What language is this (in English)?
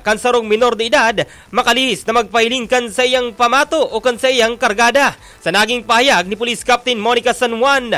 Bikol